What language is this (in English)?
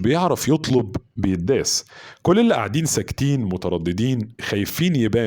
Egyptian Arabic